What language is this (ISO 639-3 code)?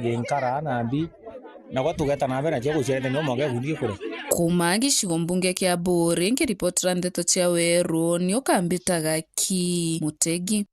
mer